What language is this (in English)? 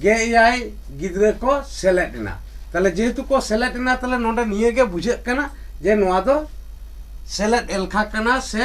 Santali